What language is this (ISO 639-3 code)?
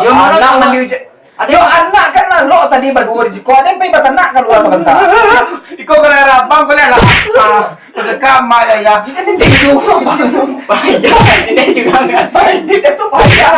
min